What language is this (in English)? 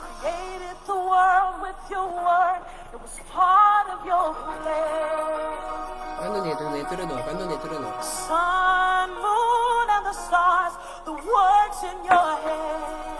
Papiamento